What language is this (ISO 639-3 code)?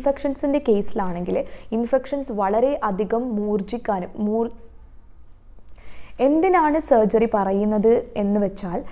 mal